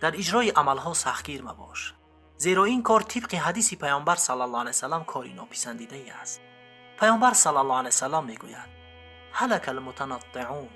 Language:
Tajik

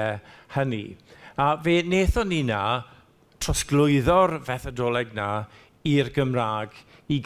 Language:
Welsh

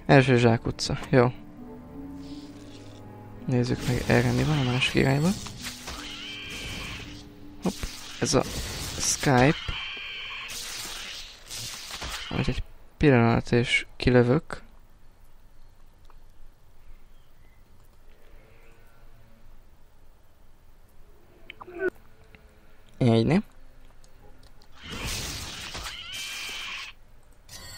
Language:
Hungarian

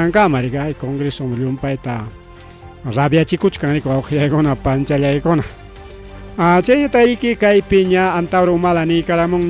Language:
Ayacucho Quechua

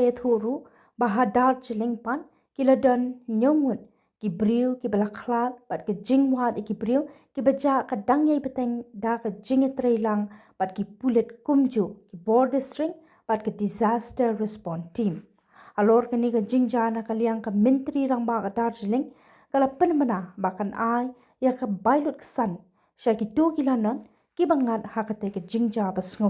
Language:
Khasi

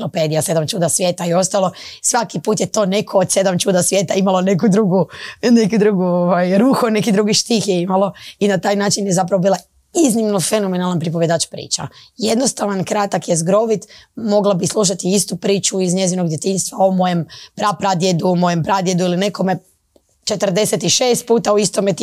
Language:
Croatian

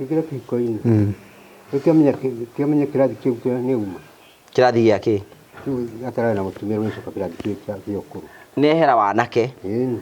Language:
Kikuyu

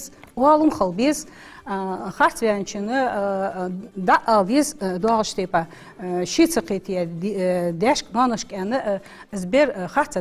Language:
Ingush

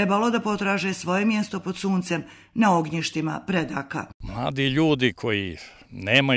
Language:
Serbian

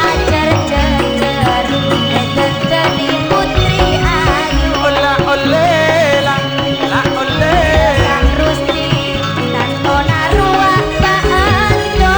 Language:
Madurese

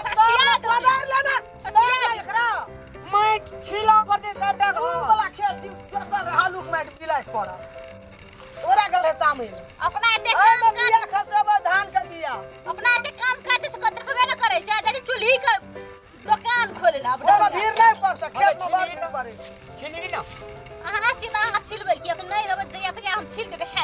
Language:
Maithili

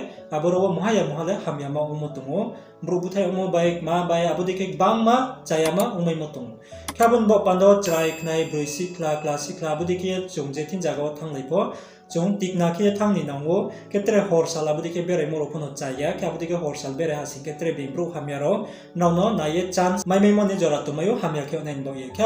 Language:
Riang (India)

